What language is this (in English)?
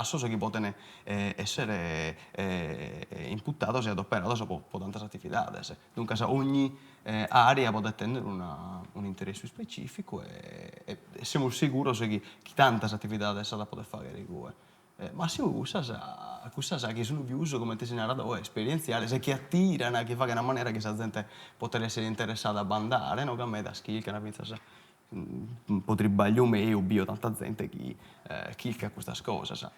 Sardinian